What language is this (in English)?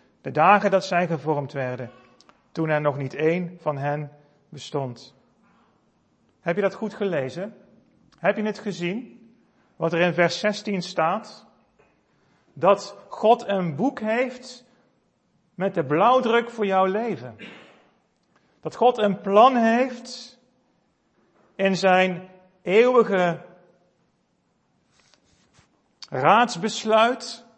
Dutch